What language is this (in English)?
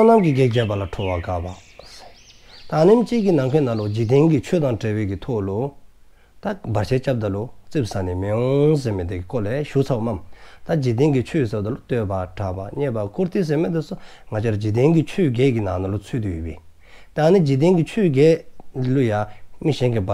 Dzongkha